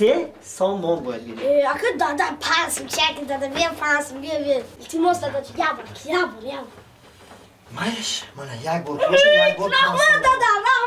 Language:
Tajik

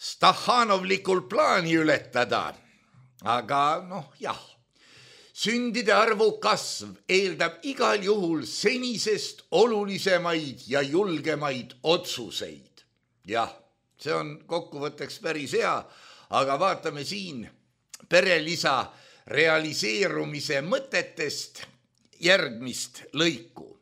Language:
Estonian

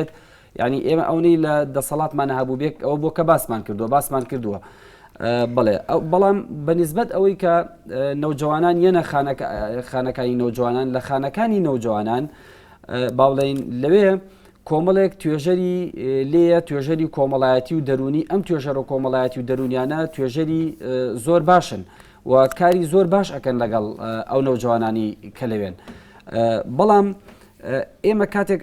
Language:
Central Kurdish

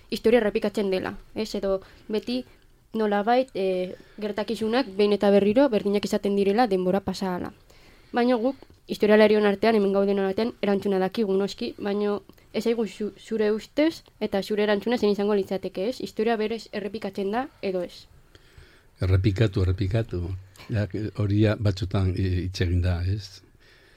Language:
Basque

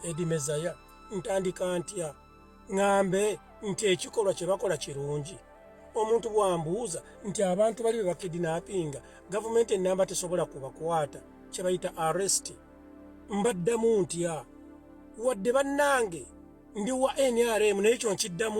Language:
Ganda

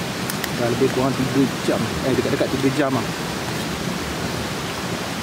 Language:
Malay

